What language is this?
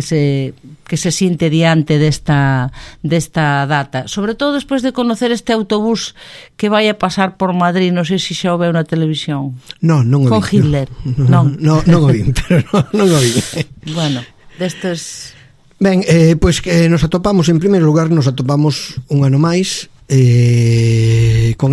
Galician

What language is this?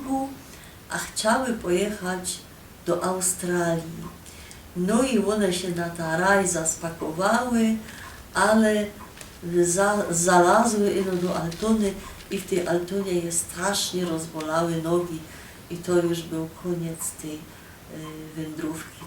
Silesian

